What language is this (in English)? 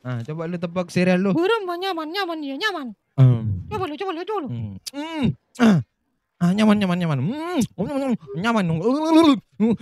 Madurese